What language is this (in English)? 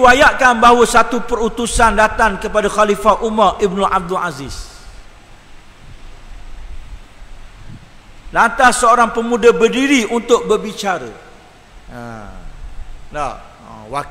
Malay